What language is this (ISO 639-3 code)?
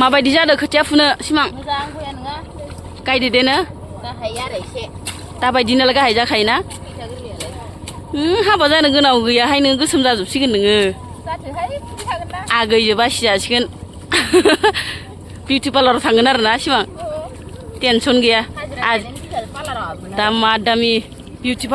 brx